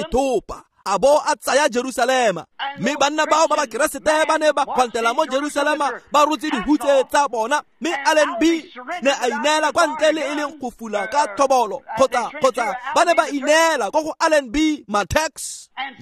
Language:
Tswana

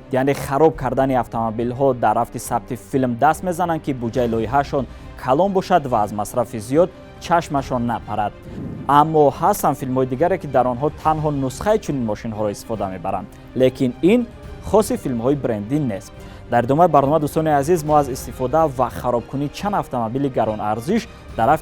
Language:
Tajik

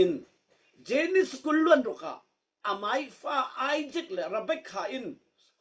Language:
Falam Chin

